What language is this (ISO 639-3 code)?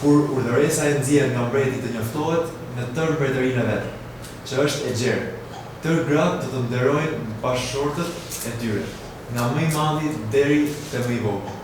sqi